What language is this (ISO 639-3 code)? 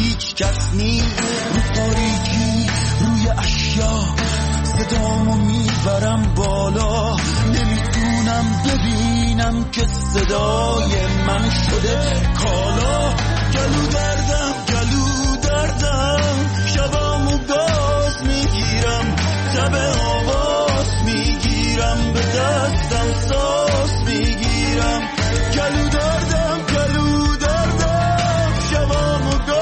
fas